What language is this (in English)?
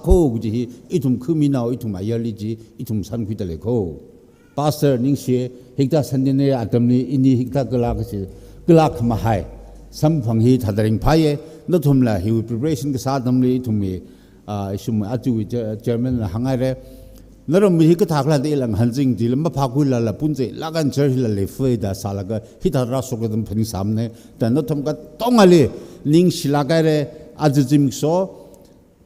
Tangkhul Naga (India)